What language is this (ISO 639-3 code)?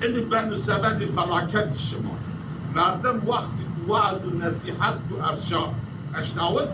zza